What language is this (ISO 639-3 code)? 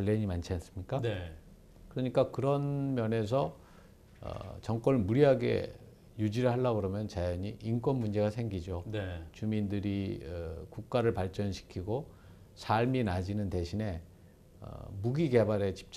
kor